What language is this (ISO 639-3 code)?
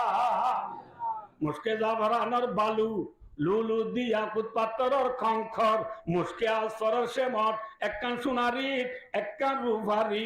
rhg